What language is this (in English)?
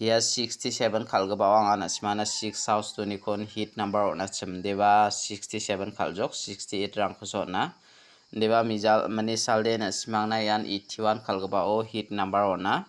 Garo